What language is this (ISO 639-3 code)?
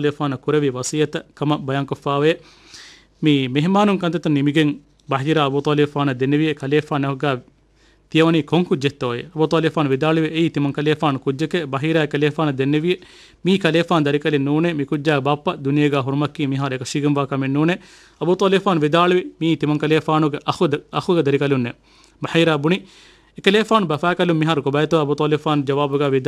div